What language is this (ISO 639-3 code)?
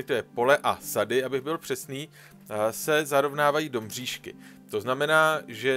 ces